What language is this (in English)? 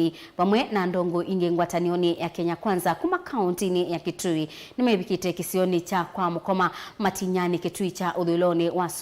Kamba